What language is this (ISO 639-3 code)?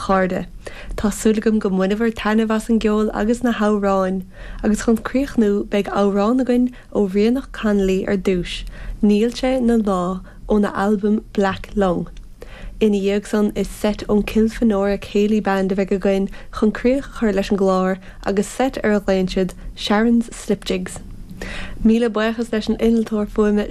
gle